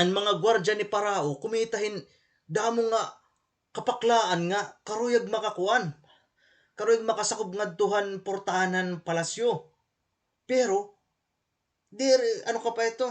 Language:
Waray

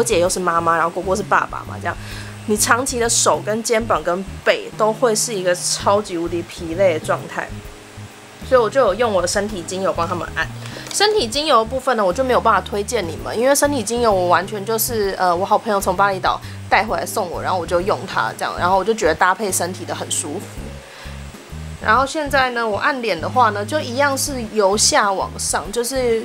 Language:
Chinese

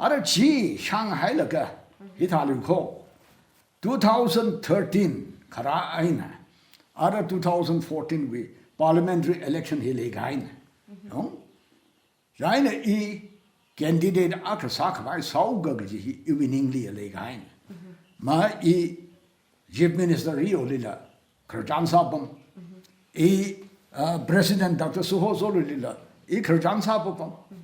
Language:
Tangkhul Naga (India)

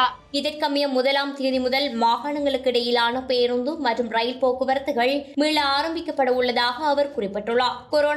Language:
Tamil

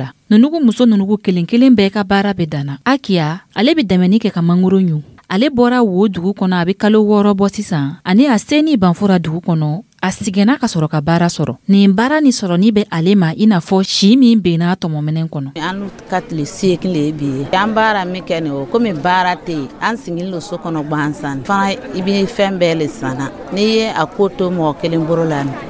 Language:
Dyula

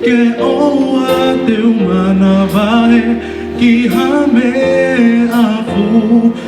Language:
Tongan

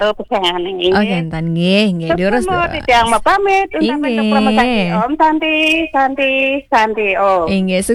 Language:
Balinese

